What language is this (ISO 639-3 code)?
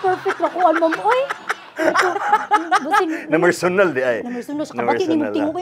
ceb